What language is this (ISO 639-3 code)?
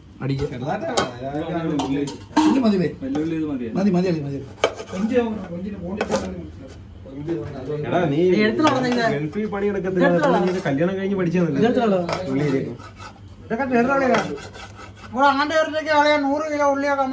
mal